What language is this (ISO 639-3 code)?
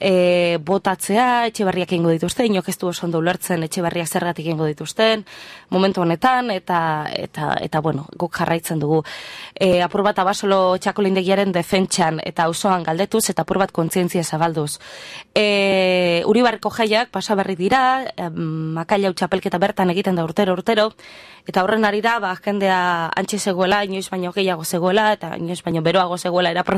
eus